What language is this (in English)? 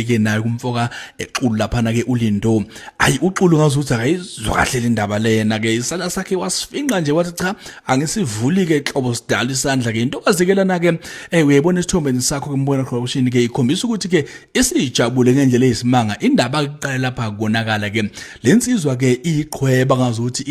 Zulu